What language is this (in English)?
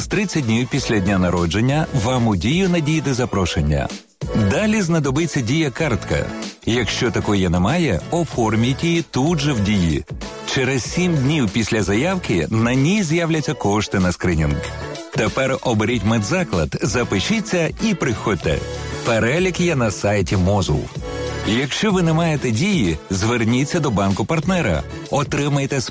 Ukrainian